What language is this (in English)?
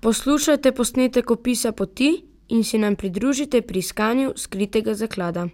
Slovenian